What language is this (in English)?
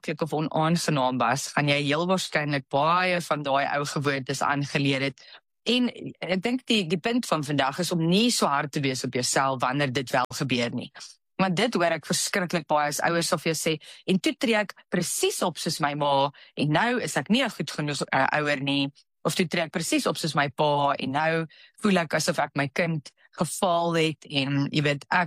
Afrikaans